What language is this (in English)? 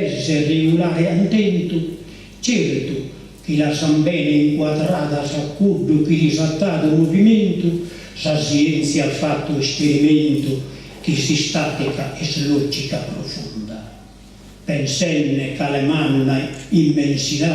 Sardinian